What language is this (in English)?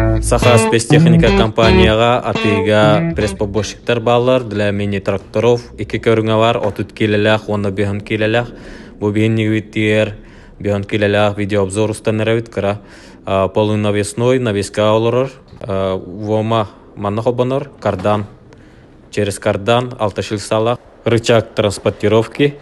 Yakut